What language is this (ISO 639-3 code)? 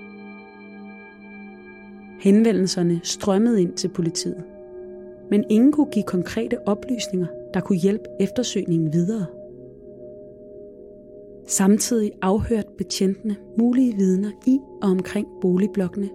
dan